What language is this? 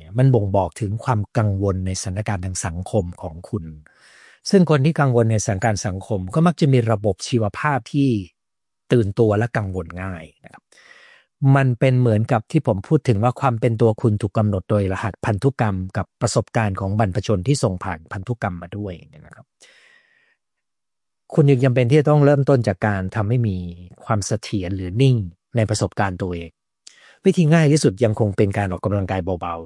Thai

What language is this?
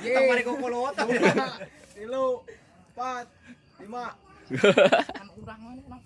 Sundanese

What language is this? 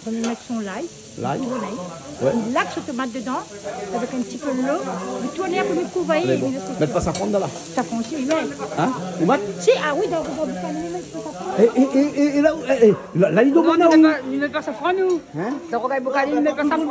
Réunion Creole French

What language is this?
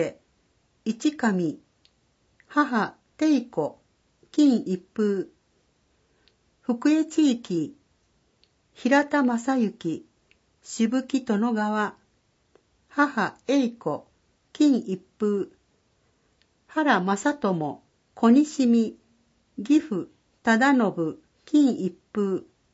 Japanese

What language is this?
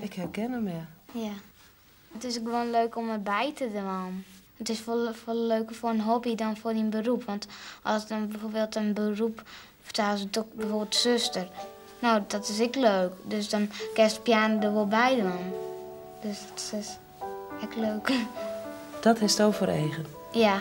Western Frisian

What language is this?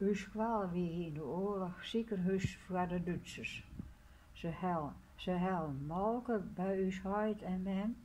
Western Frisian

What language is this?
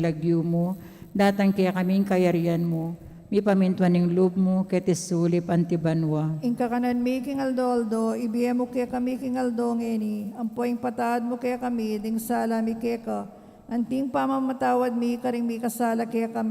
Pampanga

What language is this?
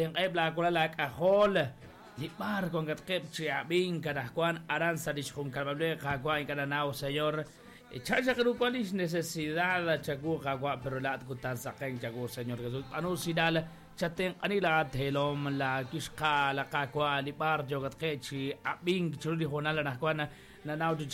Kekchí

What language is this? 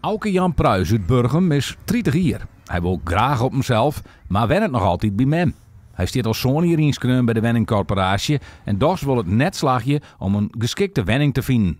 Western Frisian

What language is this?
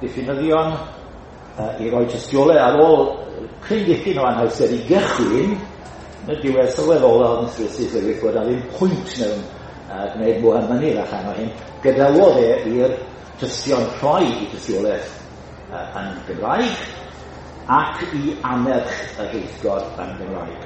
Welsh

